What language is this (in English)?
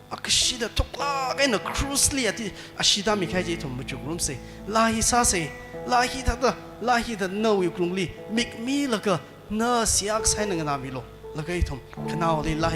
Tangkhul Naga (India)